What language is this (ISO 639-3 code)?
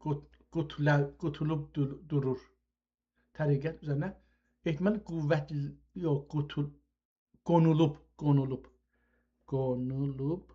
azb